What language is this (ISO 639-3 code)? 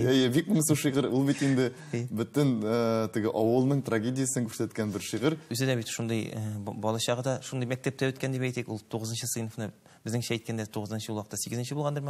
tat